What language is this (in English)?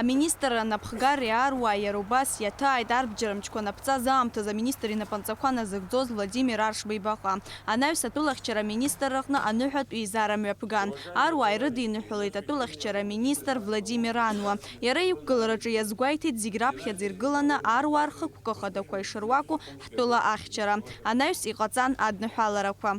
Abkhazian